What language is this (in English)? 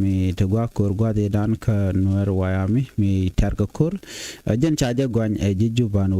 Nuer